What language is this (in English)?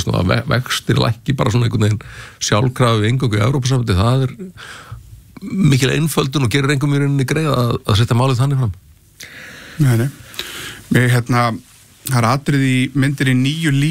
Icelandic